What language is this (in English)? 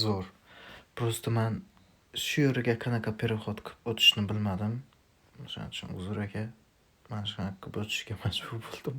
Uzbek